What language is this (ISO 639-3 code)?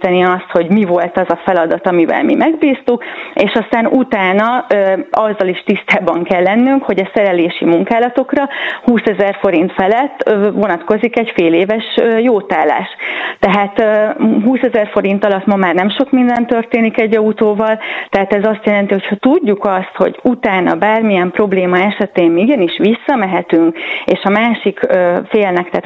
hun